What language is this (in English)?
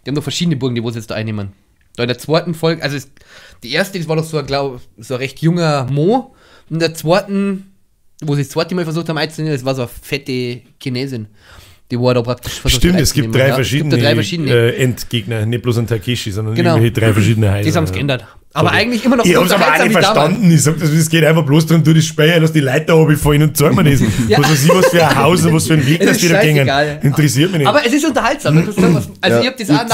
Bavarian